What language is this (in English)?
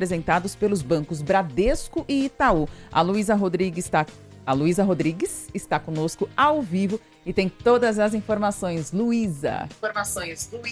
Portuguese